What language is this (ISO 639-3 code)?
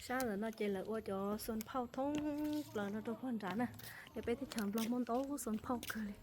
hmn